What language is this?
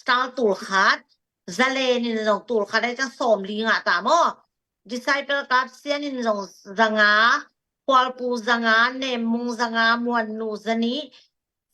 Tedim Chin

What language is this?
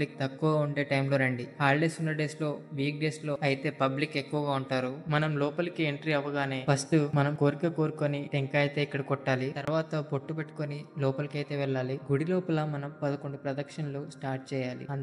Telugu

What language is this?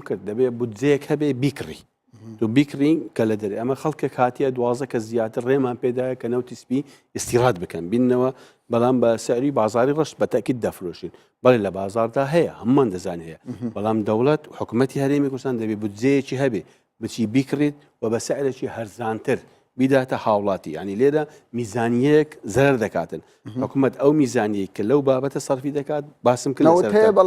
Central Kurdish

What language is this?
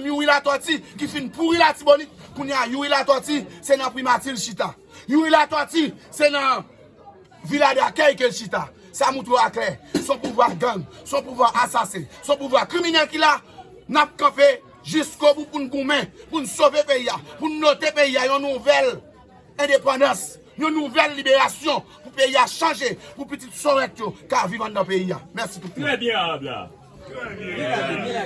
Haitian Creole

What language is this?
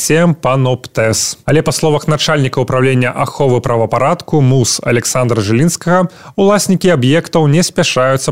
Belarusian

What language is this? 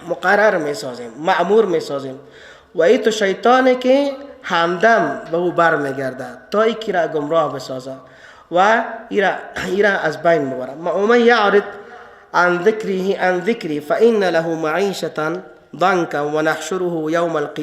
Persian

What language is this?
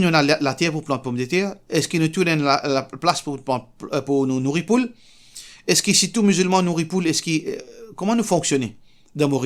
Morisyen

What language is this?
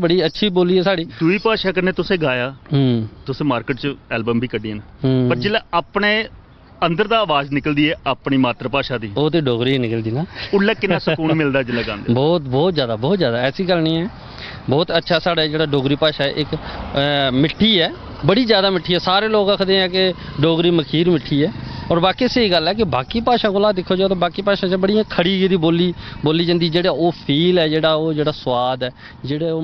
Dogri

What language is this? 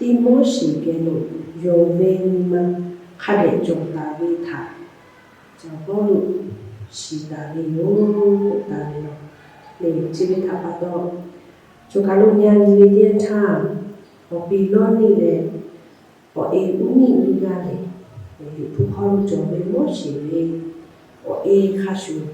Lahu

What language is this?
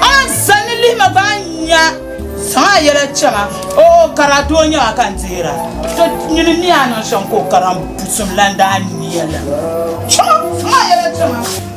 Dagbani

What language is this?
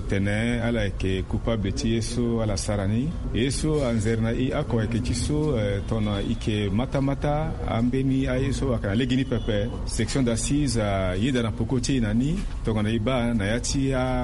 Sango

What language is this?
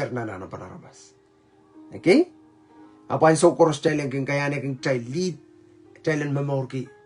Pohnpeian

